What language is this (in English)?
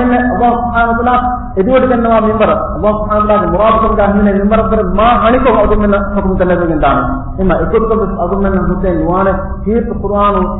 Divehi